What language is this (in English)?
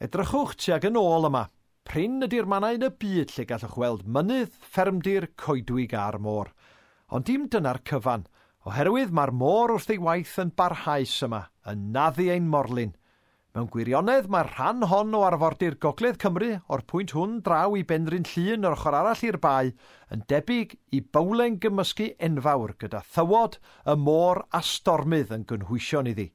Welsh